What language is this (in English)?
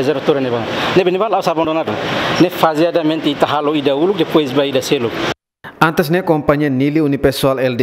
Tetum